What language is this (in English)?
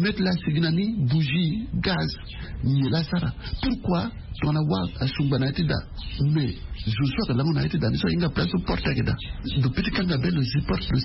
Sango